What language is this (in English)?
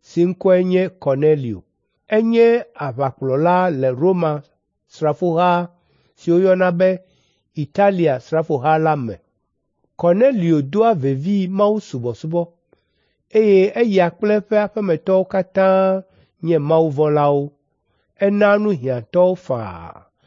Ewe